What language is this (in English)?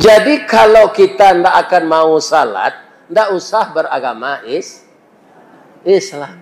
Minangkabau